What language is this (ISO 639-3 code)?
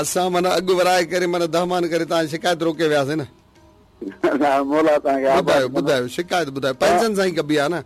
snd